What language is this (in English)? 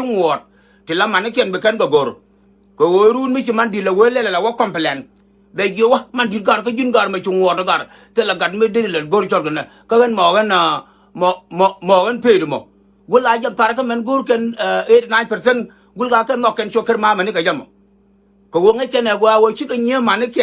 Nuer